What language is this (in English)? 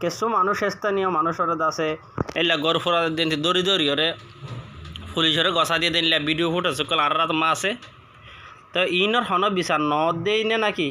Rohingya